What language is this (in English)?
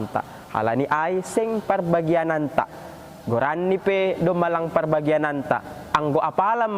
Batak Simalungun